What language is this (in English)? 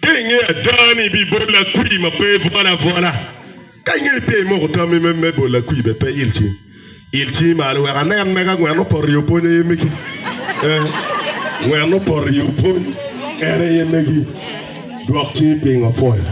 Acoli